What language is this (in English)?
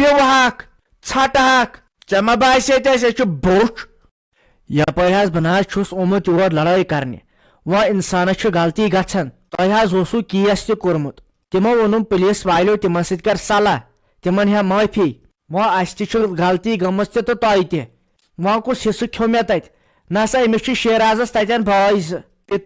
Kashmiri